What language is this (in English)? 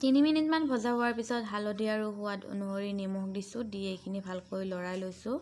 Assamese